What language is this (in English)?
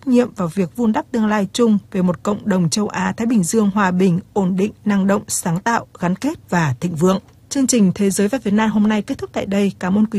Vietnamese